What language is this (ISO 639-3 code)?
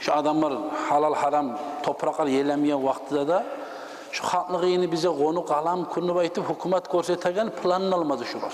kum